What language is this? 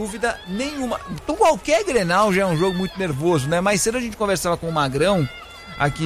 Portuguese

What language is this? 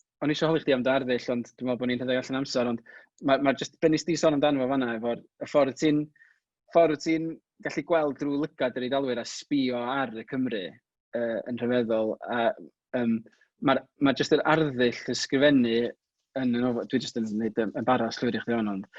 Welsh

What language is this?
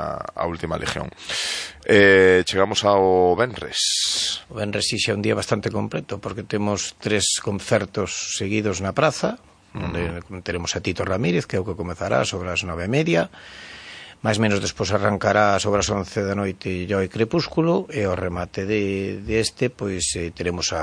Galician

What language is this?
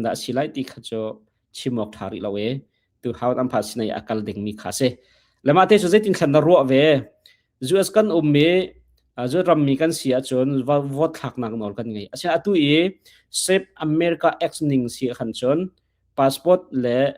Hakha Chin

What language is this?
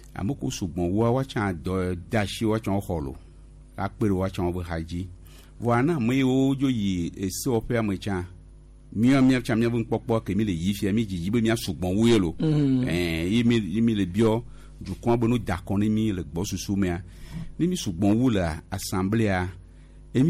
Gen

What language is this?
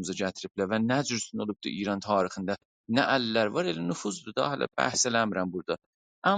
South Azerbaijani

